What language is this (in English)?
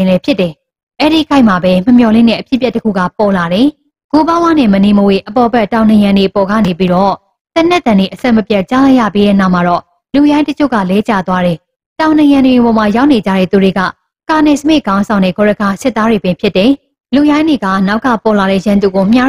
Burmese